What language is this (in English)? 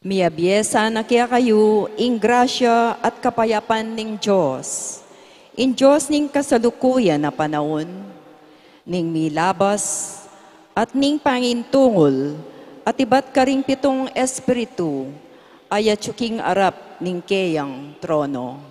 Pampanga